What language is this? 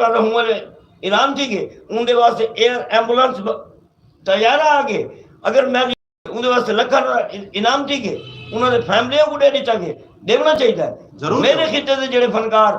Saraiki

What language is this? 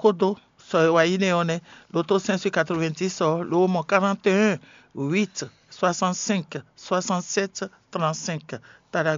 Fon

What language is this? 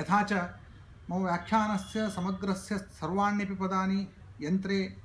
Sanskrit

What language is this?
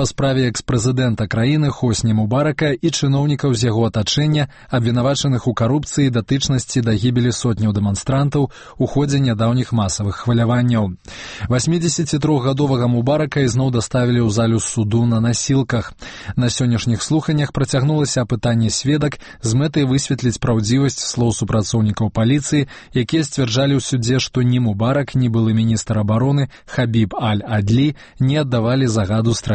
Belarusian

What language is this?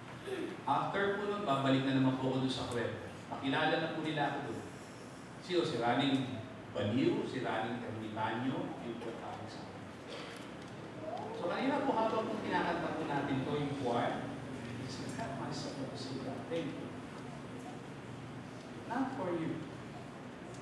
Filipino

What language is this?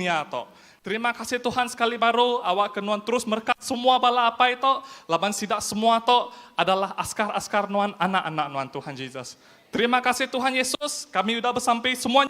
Iban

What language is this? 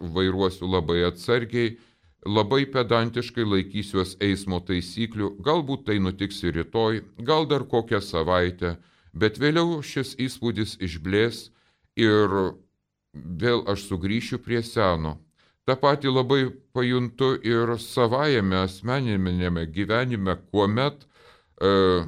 Lithuanian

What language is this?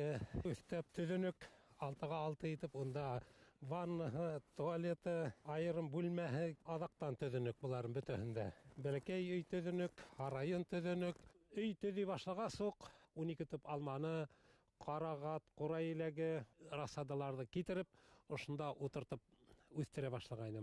Bashkir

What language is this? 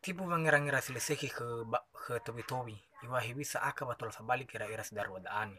Nias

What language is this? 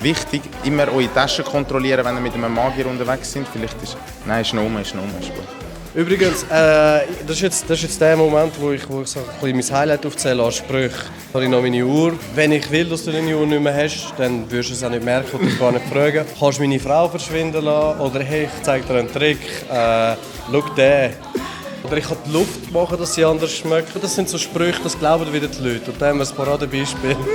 Swiss German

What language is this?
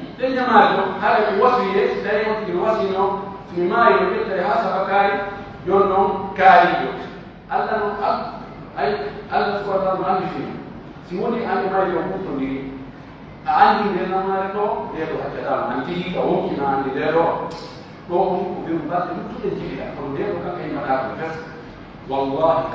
Pular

